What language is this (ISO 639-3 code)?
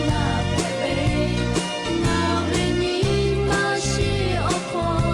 lhu